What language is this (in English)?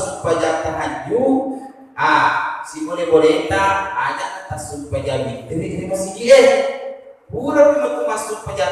Buginese